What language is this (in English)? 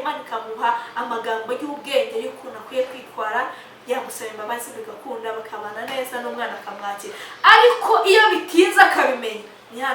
Kinyarwanda